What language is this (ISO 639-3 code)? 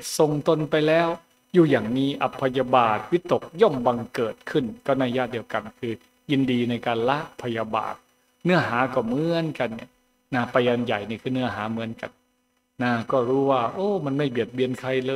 tha